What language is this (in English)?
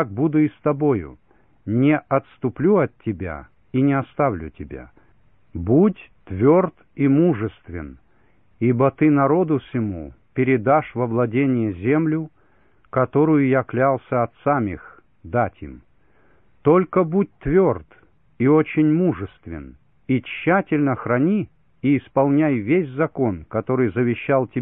Russian